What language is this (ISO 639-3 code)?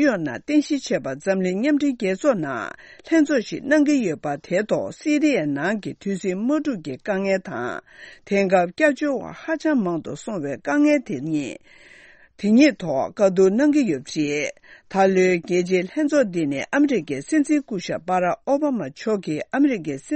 bod